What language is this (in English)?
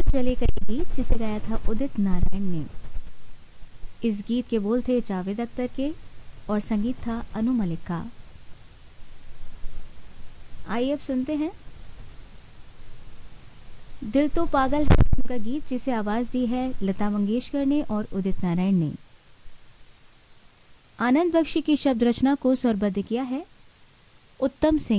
Hindi